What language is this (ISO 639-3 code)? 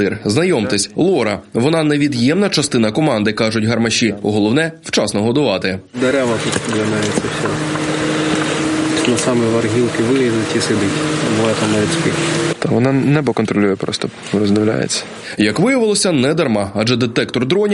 ukr